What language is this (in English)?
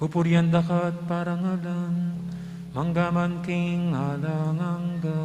Pampanga